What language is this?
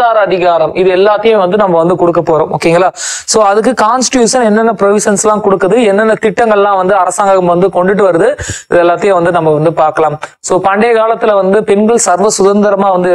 Tamil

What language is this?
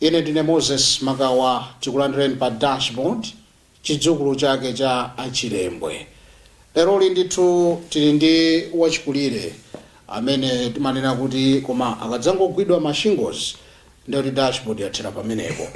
Nyanja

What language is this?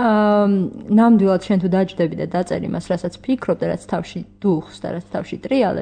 Georgian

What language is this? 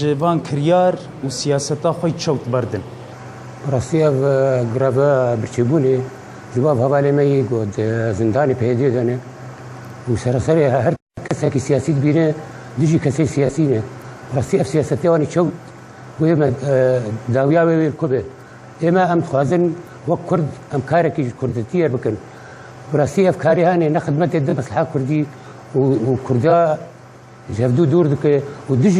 Kurdish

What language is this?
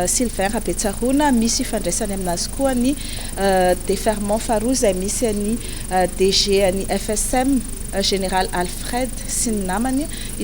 Malagasy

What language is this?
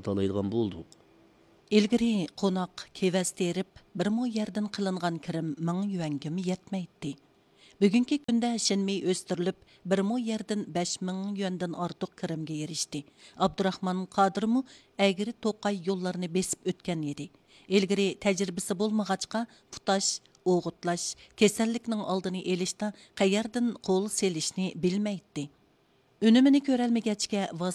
Uyghur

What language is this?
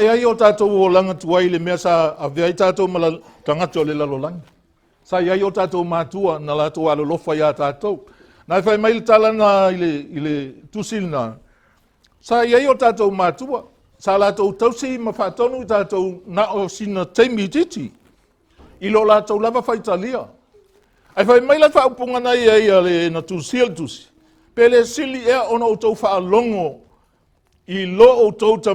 Samoan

